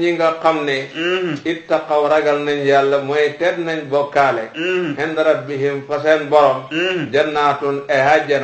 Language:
Wolof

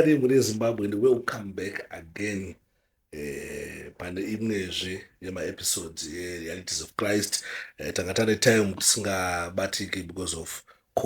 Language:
Shona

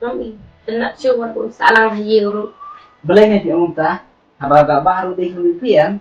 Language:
Khasi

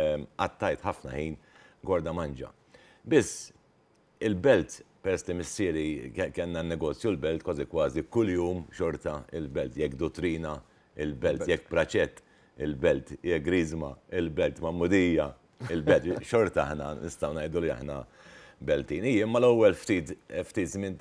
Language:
Maltese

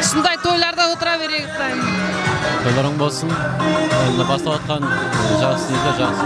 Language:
Kara-Kalpak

